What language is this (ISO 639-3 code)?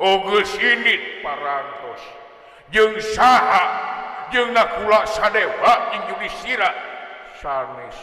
sun